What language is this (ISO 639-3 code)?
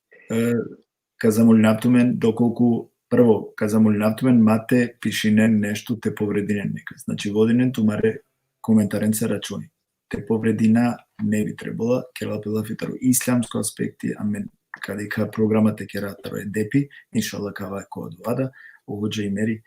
rmn